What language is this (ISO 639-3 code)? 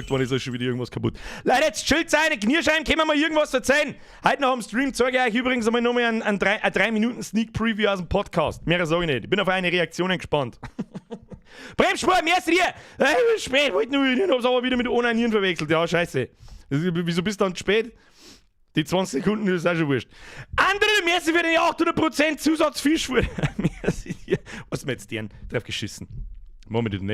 bar